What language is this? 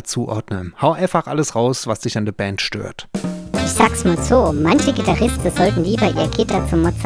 Palatine German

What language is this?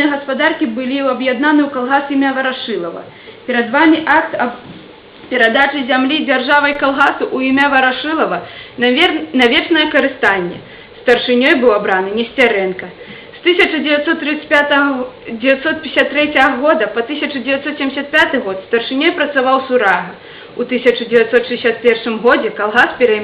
Belarusian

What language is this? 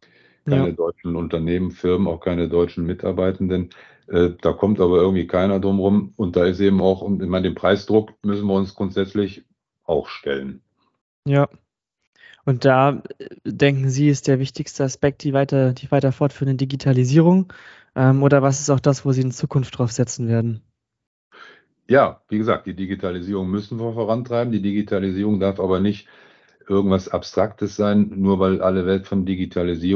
German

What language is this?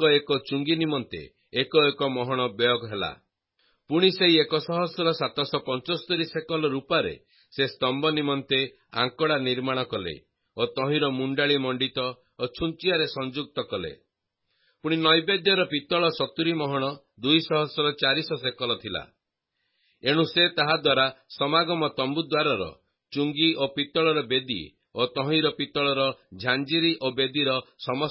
Odia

